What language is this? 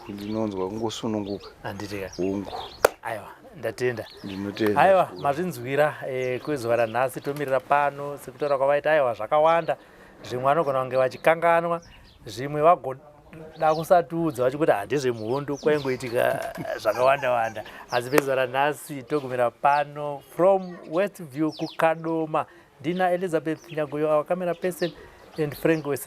Shona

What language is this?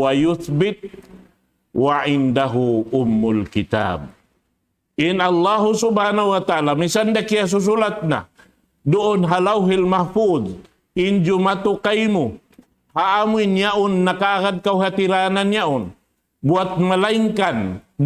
Tausug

